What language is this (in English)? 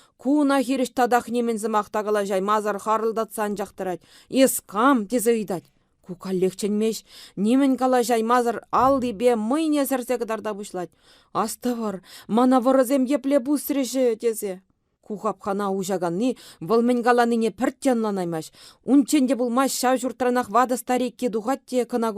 Chuvash